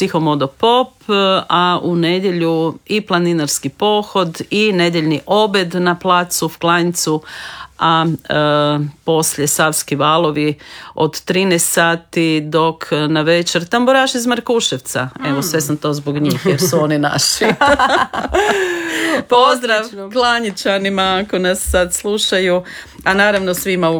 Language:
Croatian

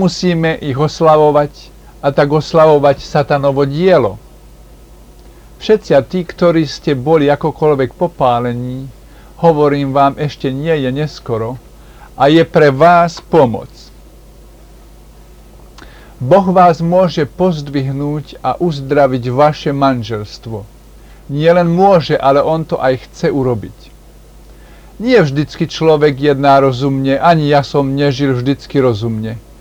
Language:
Slovak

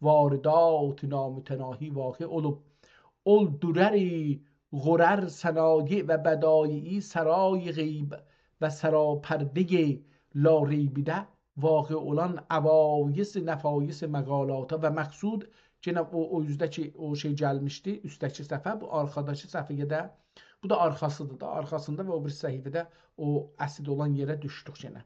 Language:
South Azerbaijani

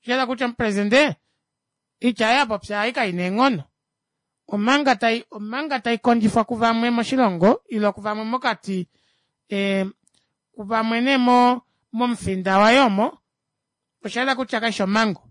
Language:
Kuanyama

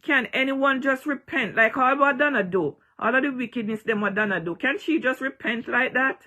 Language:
Jamaican Creole English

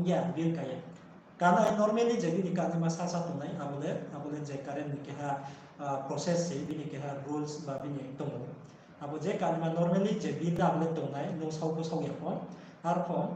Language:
Riang (India)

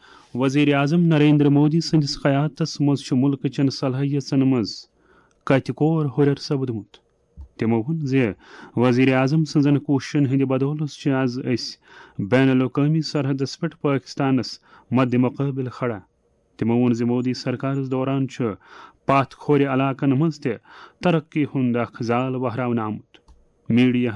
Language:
Kashmiri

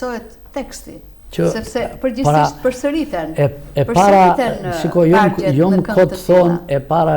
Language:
Albanian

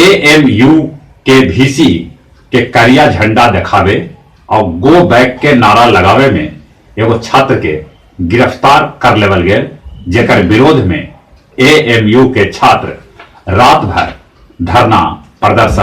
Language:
Magahi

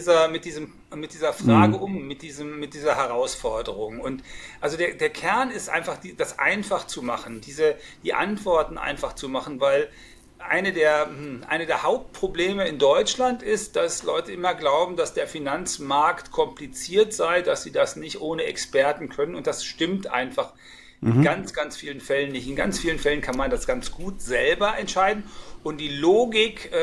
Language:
German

